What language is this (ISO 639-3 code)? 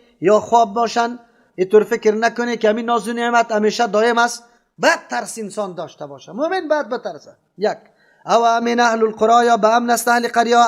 fas